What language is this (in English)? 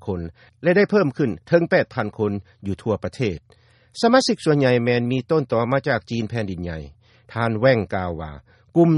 Lao